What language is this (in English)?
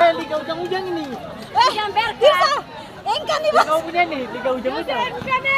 Ambonese Malay